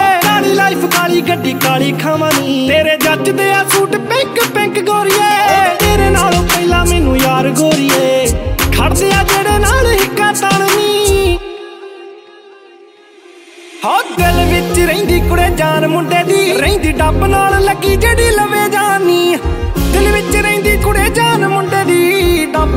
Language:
Punjabi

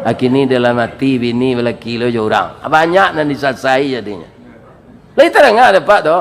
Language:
Minangkabau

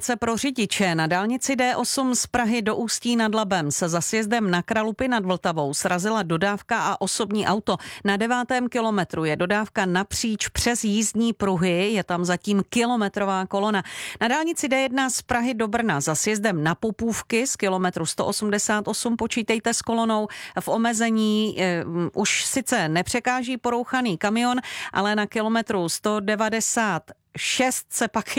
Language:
Czech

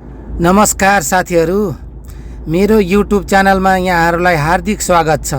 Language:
Nepali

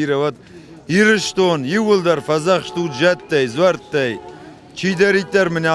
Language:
Ossetic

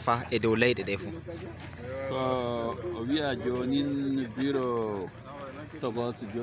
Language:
Fula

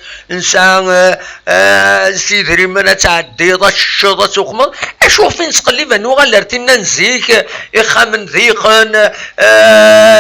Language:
Kabyle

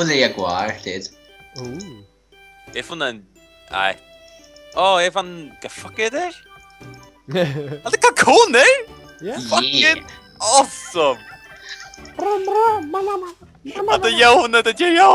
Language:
Faroese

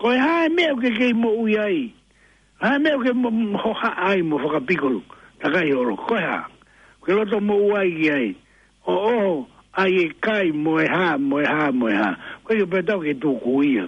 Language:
Tongan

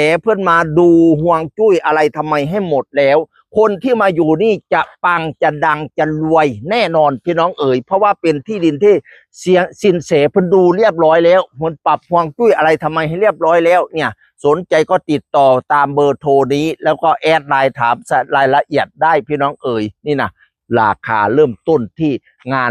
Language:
Northeastern Thai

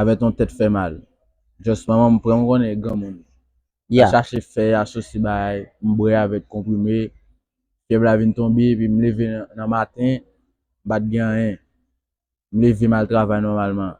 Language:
Haitian Creole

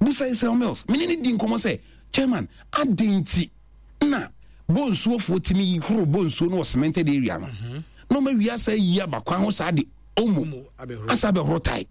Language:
Akan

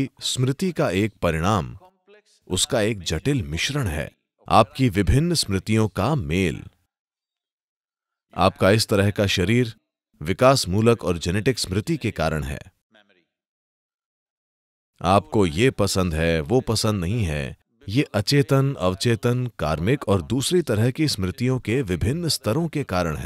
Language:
Hindi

